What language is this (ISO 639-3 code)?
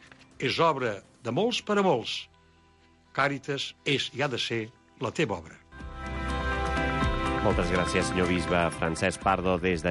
cat